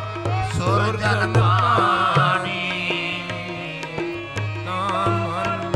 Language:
Punjabi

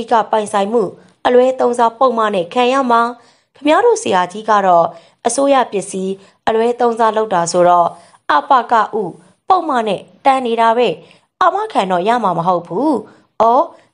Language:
Burmese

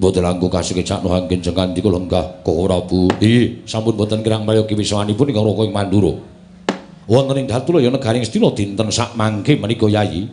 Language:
Javanese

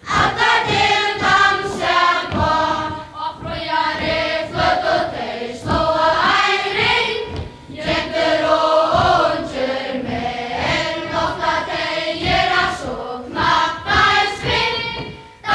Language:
Faroese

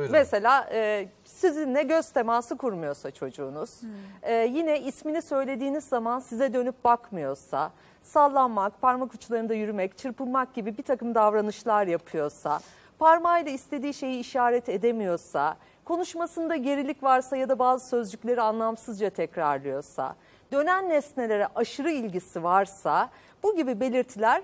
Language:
Turkish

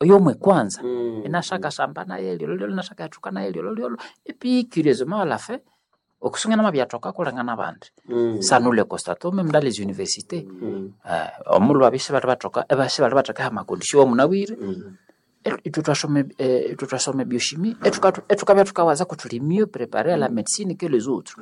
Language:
Nande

